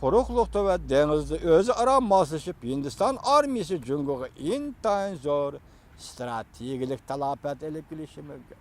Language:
Uyghur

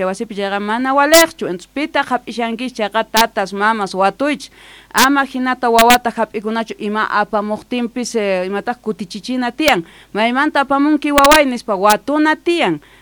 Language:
South Bolivian Quechua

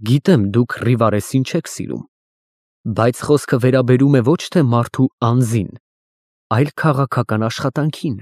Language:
Armenian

